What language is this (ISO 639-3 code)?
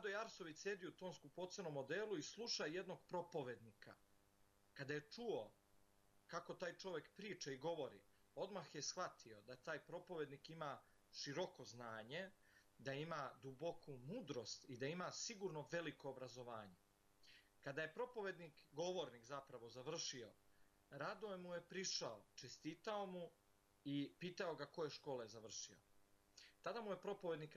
srp